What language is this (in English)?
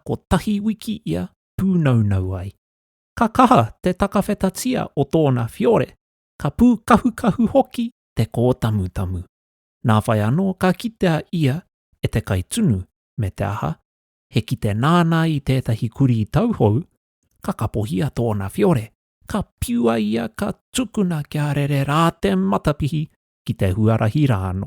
Māori